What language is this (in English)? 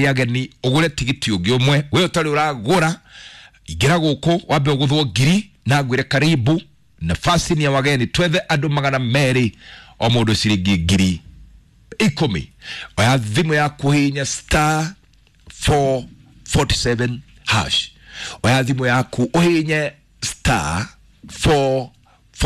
Kikuyu